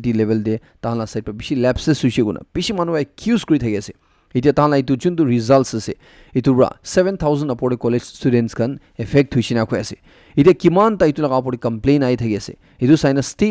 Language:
Naga Pidgin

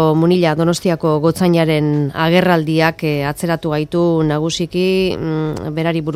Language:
Basque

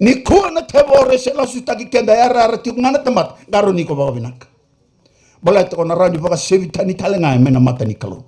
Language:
Fijian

